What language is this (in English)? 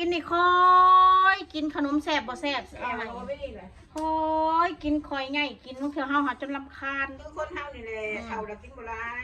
Northeastern Thai